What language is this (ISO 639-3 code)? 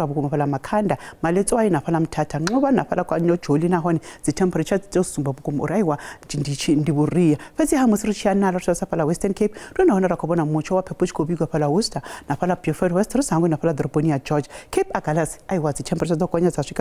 ven